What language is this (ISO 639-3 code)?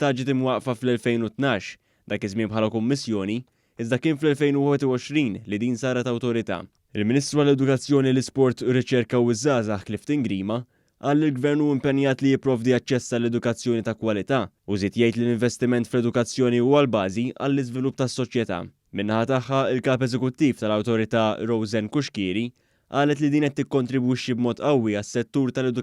mlt